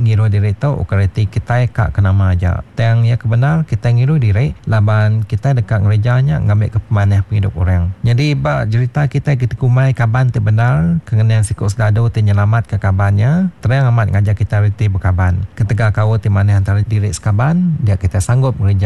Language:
Iban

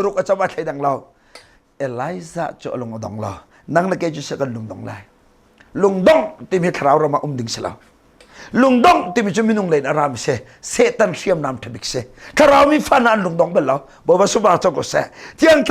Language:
Hakha Chin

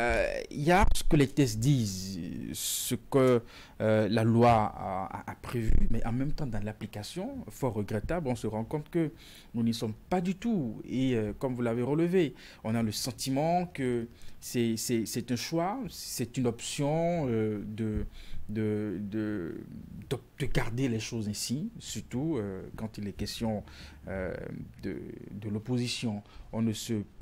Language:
French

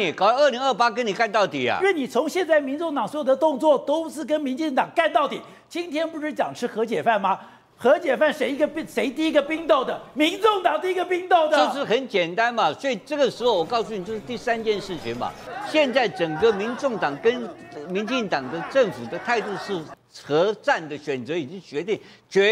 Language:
Chinese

